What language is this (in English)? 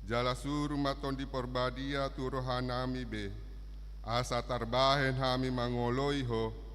Batak Toba